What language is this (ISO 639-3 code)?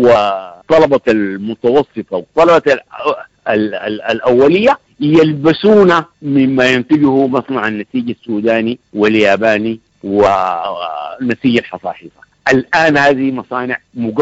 apd